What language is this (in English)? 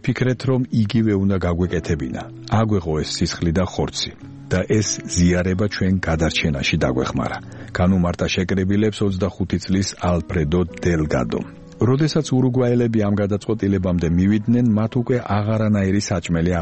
Georgian